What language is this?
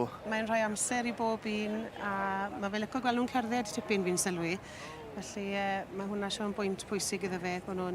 Welsh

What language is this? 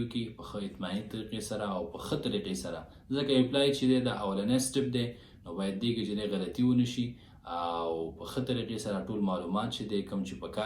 Pashto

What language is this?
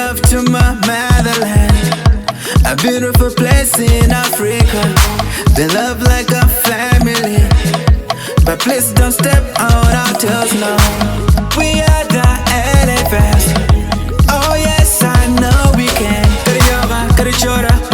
Acoli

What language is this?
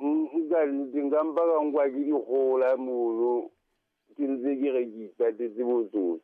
Southern Sotho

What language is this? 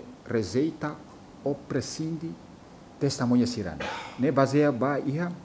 Tetum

